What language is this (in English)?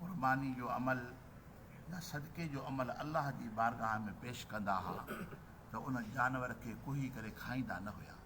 Sindhi